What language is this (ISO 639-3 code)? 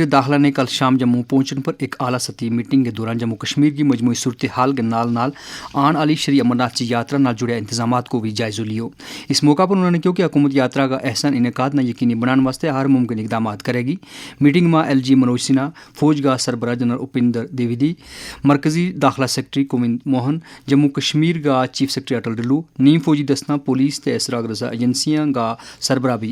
gju